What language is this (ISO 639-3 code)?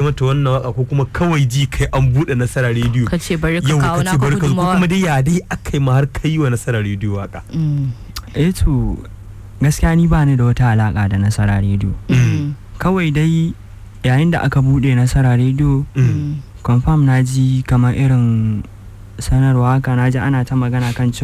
hau